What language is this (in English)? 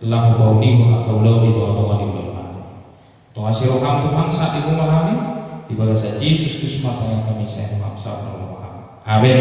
Batak Toba